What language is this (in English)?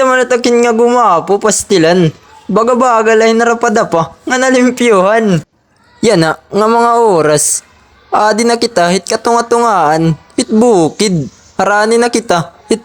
Waray